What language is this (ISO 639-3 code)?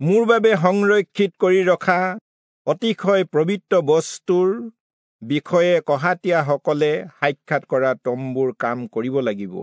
asm